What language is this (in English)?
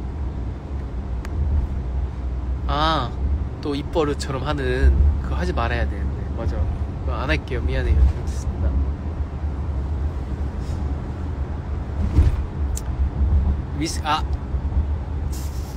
Korean